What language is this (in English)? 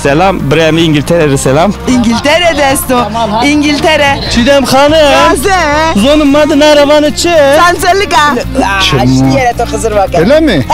Zaza